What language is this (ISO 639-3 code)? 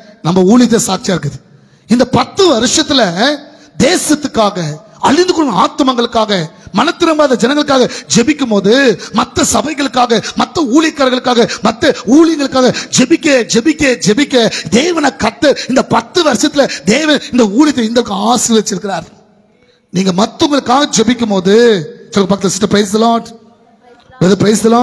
tam